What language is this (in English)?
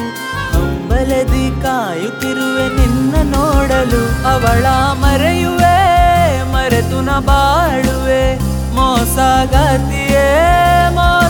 Kannada